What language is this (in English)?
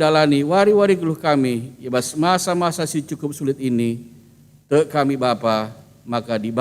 Batak Karo